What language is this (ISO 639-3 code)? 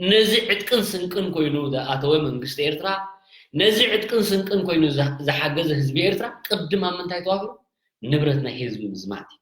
tir